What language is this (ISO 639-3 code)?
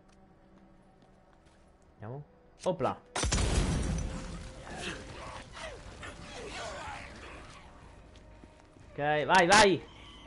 ita